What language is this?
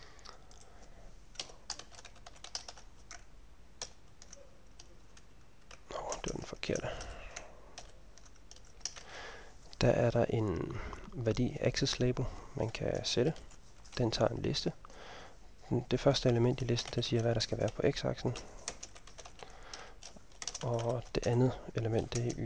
Danish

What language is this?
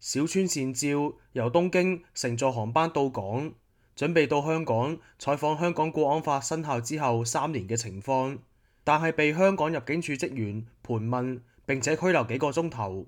Cantonese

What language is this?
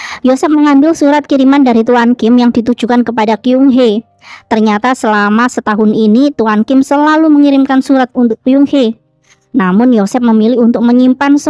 Indonesian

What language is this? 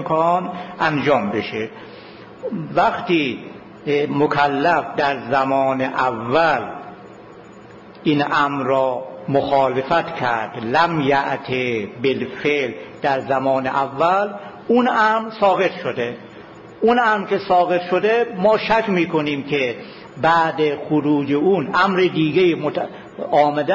Persian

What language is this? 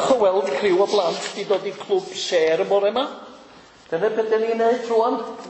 Welsh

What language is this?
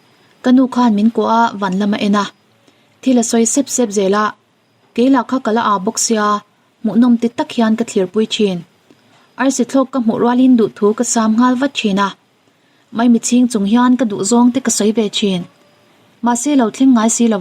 Mizo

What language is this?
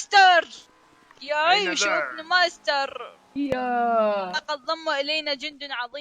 Mesopotamian Arabic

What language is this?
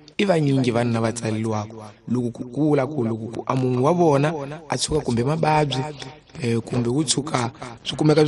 Tsonga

